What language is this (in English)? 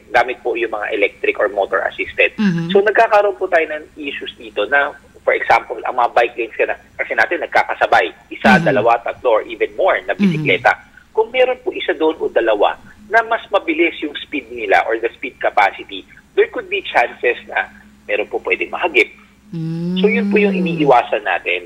Filipino